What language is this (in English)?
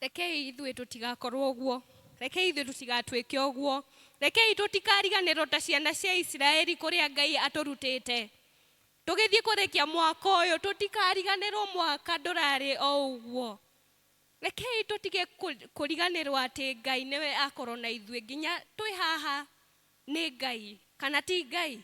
Kikuyu